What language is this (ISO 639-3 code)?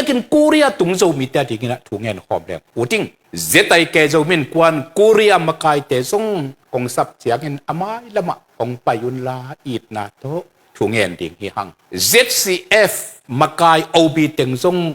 ctd